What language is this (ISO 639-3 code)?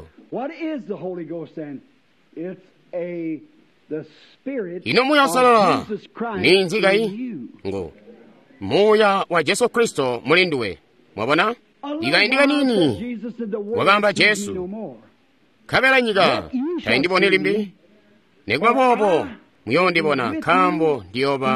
toi